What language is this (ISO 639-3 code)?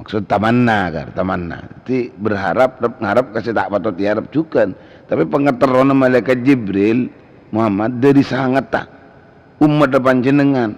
mad